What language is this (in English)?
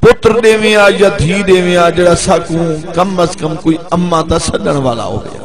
Saraiki